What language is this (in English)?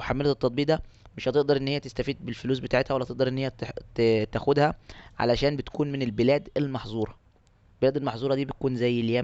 Egyptian Arabic